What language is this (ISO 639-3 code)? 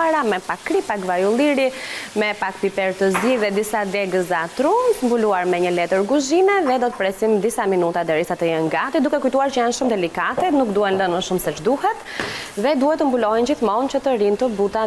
sqi